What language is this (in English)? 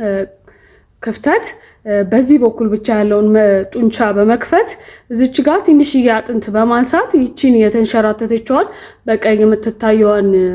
Amharic